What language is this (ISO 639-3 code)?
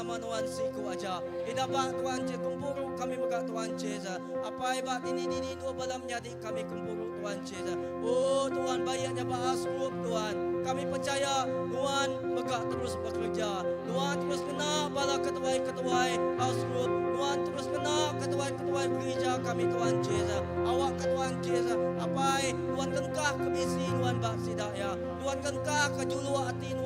iba